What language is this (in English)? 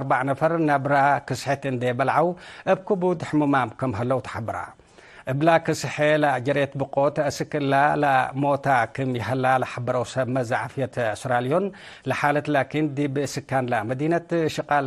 Tigre